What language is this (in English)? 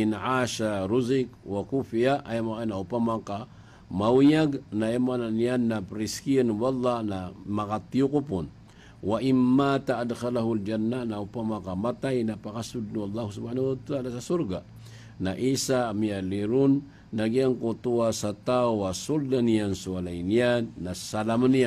Maranao